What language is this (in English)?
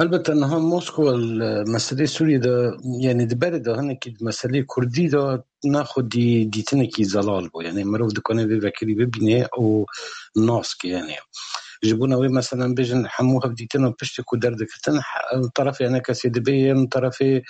Kurdish